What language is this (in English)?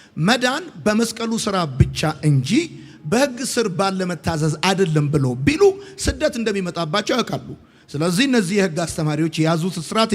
Amharic